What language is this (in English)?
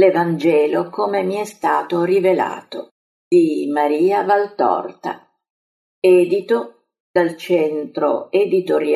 Italian